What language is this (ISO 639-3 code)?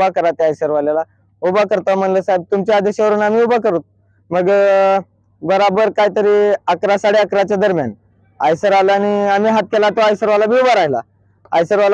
mar